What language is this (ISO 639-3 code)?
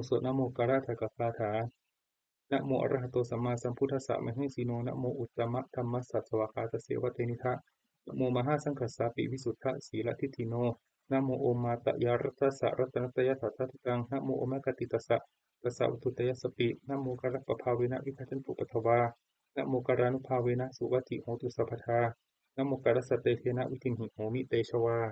pli